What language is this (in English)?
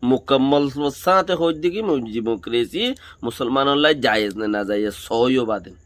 Rohingya